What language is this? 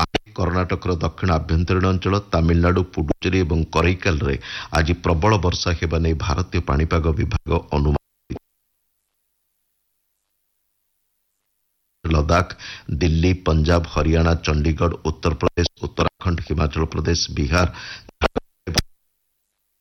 Odia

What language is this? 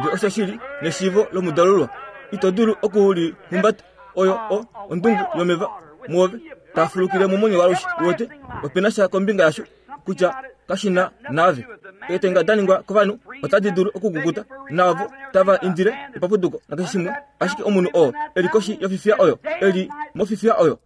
Kuanyama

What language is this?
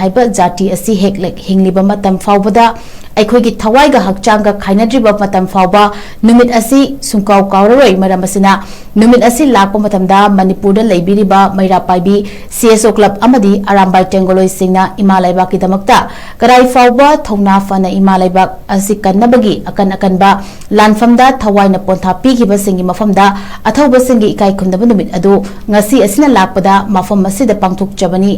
Manipuri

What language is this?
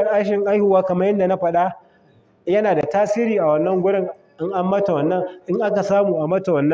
Hausa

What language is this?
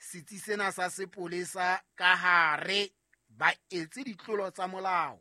Southern Sotho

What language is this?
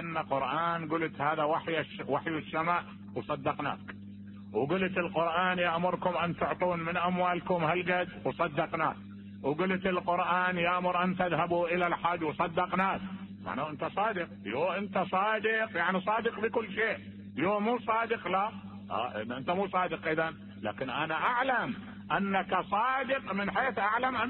Mesopotamian Arabic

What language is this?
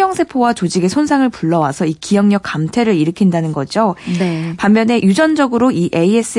Korean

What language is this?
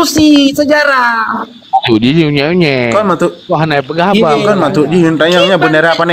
Achinese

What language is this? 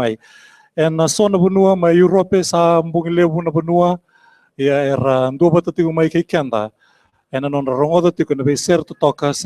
Fijian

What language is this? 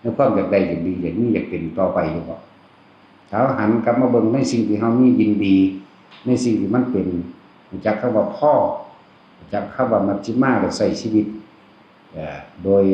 Northeastern Thai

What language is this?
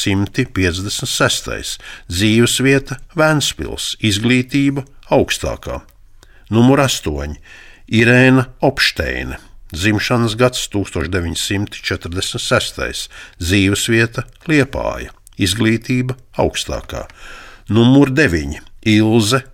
Latvian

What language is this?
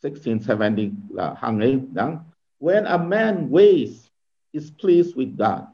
Tangkhul Naga (India)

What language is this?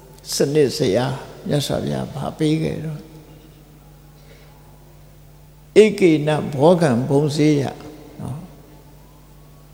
Burmese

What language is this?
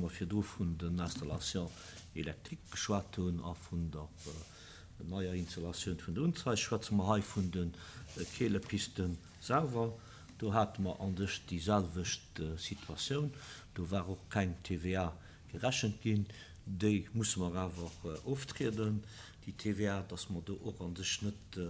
Luxembourgish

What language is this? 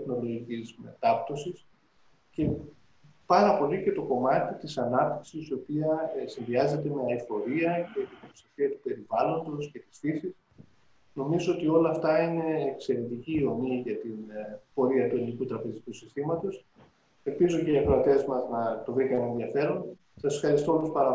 Greek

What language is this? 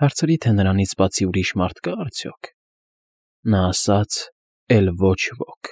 Armenian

